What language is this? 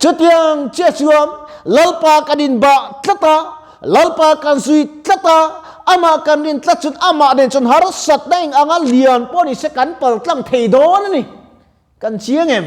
Mizo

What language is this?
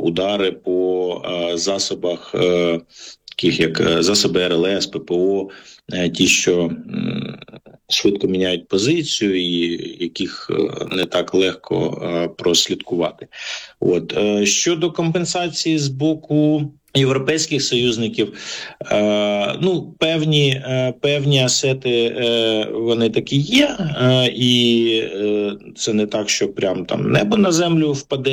Ukrainian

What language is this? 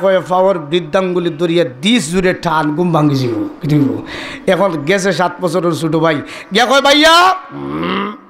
Sylheti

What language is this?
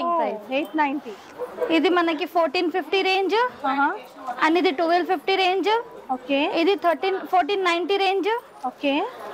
Telugu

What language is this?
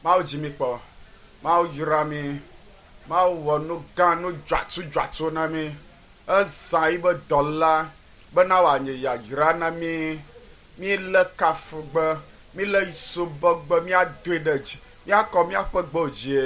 Ewe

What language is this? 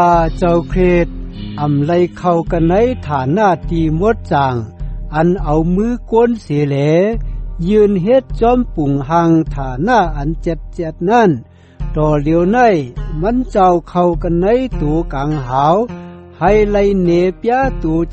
Shan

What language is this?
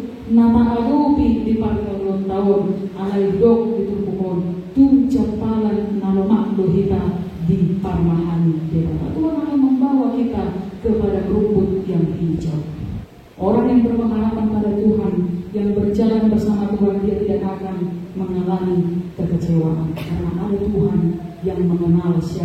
Batak Toba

